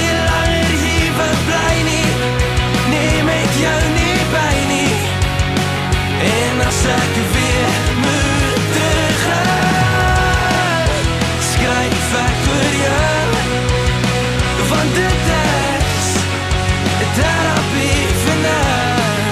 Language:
Afrikaans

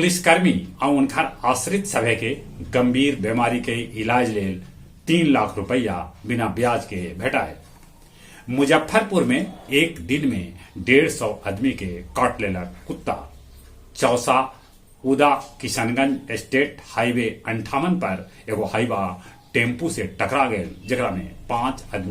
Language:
Magahi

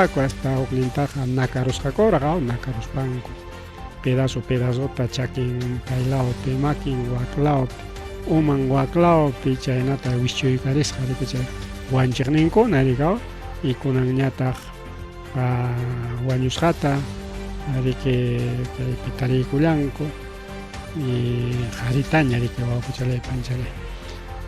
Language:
Ayacucho Quechua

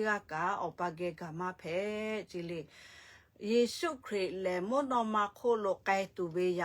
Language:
Lahu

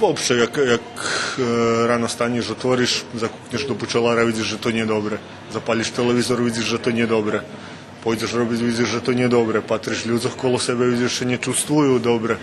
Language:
Rusyn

